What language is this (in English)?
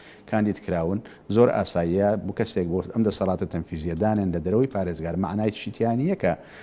Central Kurdish